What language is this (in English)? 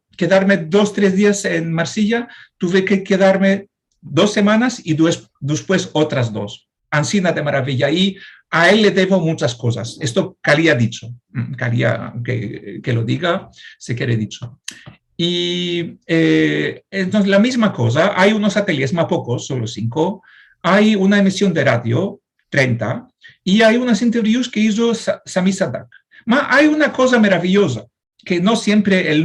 Ladino